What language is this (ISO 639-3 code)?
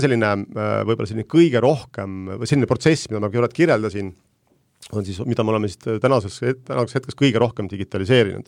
est